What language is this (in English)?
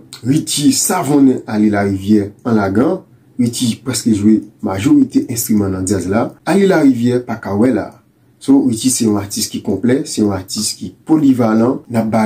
Haitian Creole